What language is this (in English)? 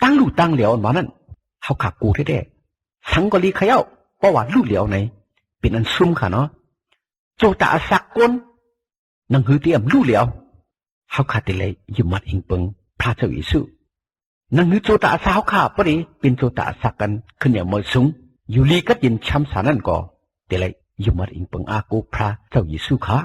Shan